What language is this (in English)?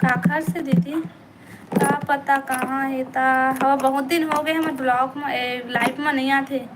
Chhattisgarhi